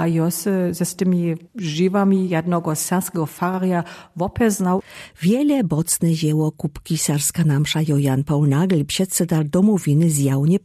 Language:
Lower Sorbian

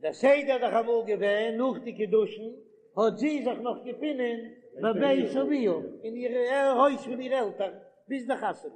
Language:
Yiddish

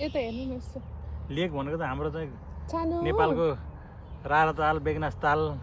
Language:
Nepali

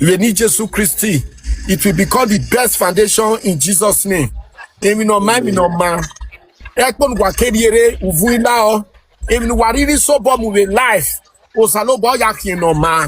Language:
Nigerian Pidgin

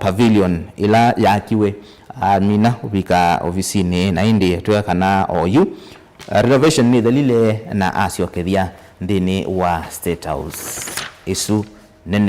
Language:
Kamba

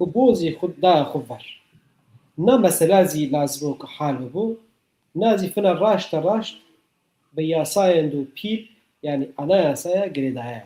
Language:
Zaza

